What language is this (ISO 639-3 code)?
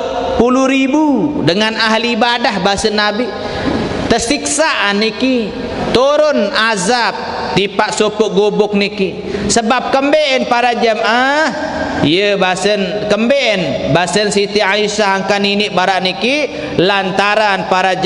sas